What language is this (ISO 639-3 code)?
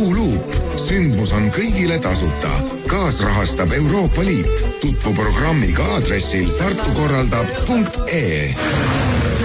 est